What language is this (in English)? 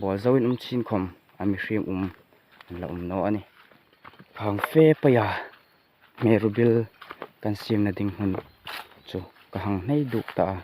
Hmar